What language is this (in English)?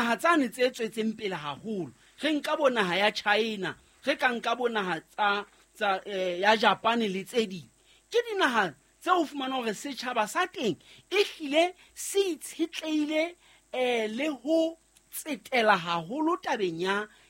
Southern Sotho